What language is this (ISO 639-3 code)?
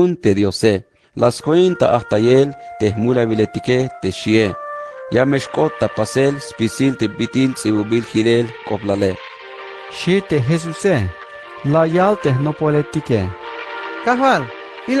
tzh